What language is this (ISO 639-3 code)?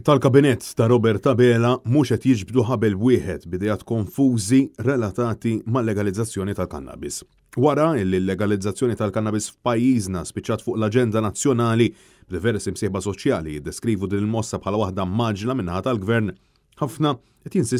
mlt